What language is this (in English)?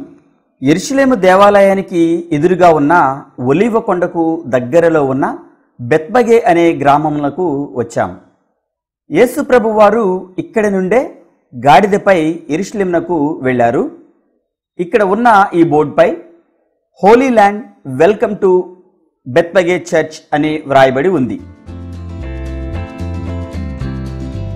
Telugu